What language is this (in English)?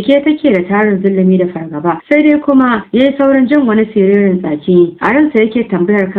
Hausa